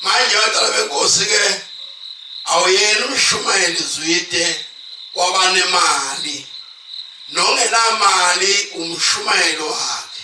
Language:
Zulu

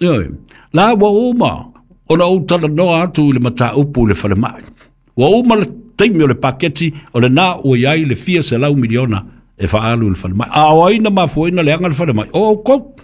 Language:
Samoan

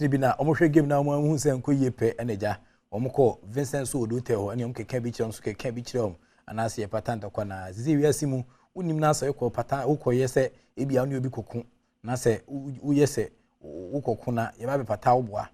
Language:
Akan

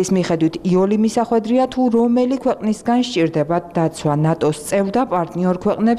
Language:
Georgian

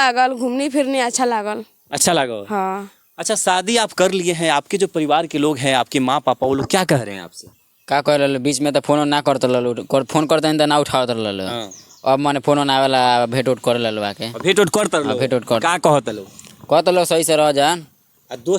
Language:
Bhojpuri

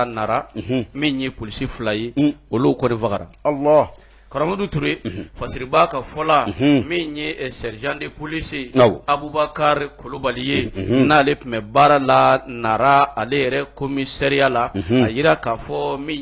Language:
Bambara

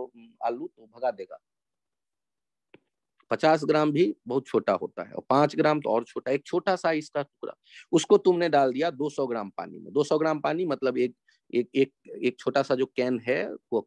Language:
Hindi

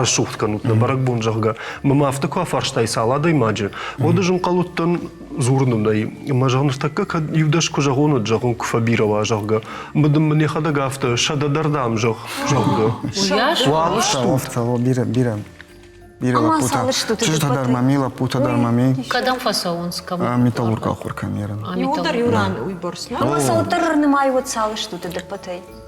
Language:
Ossetic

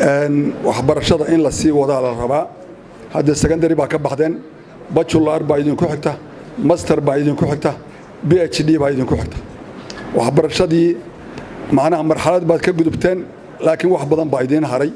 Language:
Somali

